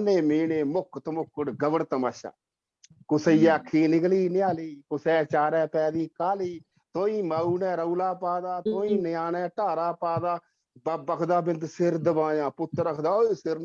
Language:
Dogri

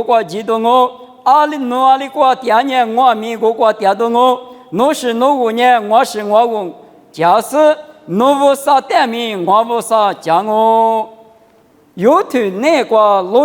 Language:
Lisu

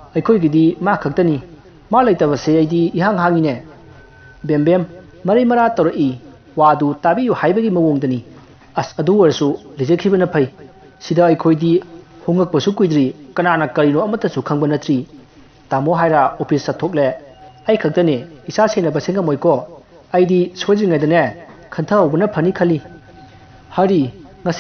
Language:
Manipuri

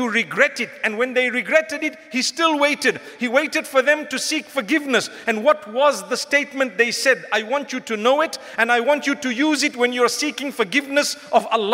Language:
English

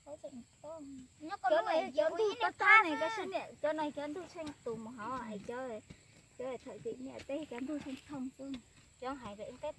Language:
Hmong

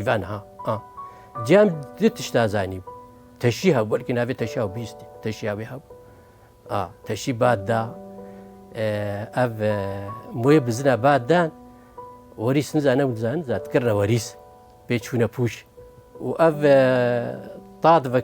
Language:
Kurdish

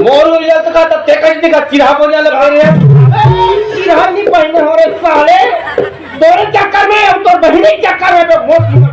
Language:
Chhattisgarhi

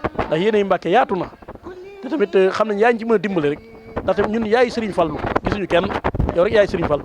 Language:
Wolof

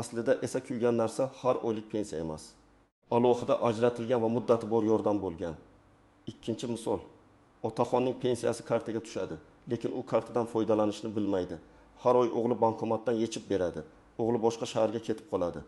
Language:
Uzbek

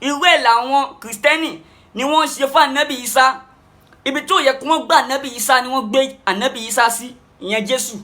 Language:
Yoruba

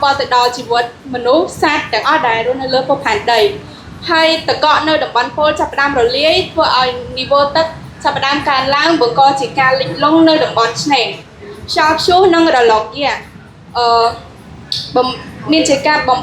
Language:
Khmer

